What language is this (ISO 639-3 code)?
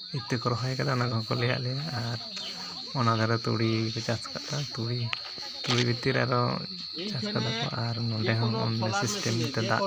sat